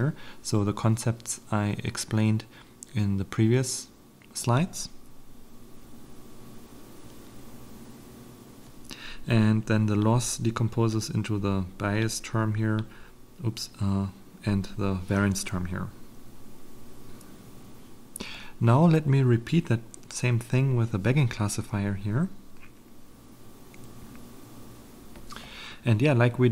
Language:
English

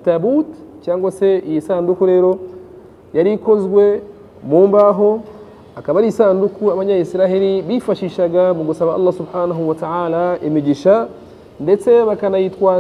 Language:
Kinyarwanda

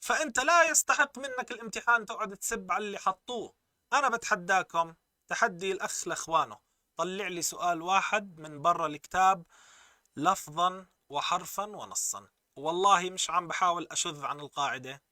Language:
North Levantine Arabic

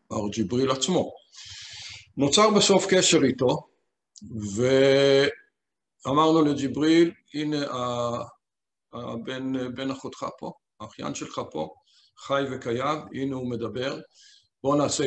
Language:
Hebrew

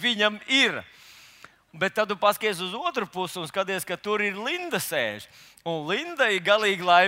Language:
Latvian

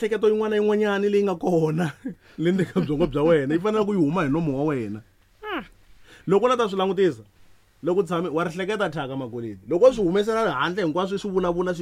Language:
Tsonga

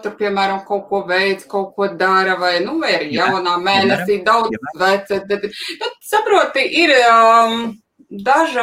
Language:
Latvian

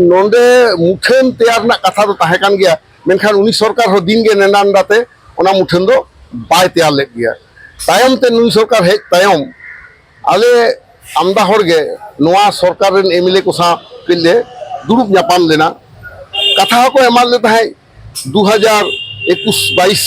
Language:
Santali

